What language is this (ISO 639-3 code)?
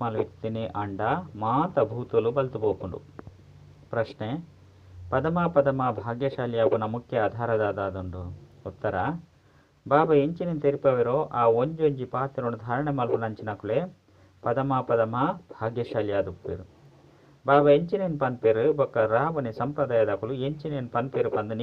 tcy